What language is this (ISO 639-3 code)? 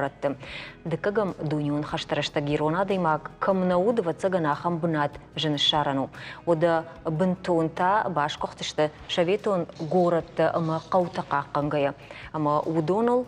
oss